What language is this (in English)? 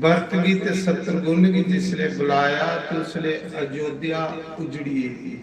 Dogri